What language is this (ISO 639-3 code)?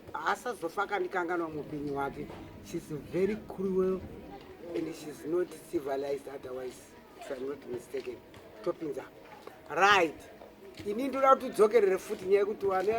sna